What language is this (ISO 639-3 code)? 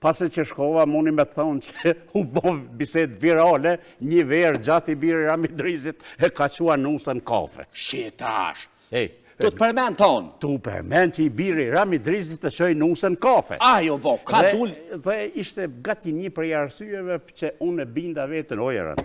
sqi